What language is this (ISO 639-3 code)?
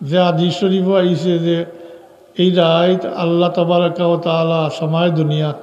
syl